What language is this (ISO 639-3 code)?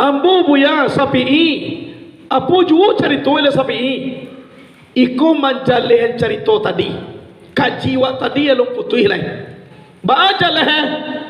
min